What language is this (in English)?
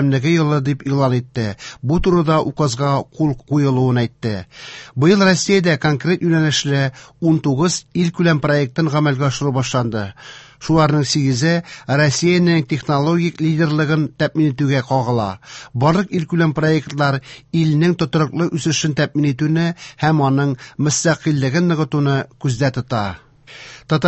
Tatar